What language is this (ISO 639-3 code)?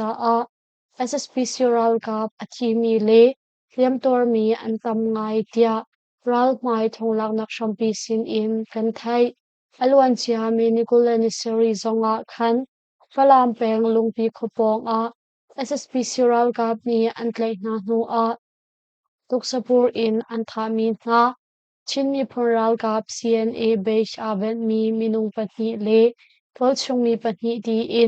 cnh